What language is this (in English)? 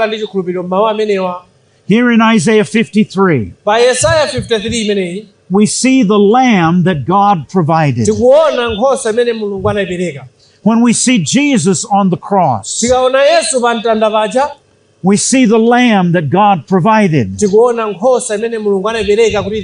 Nyanja